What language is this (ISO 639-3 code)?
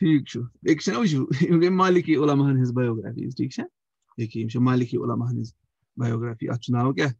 kas